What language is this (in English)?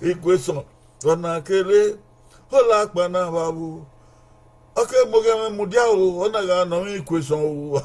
Bini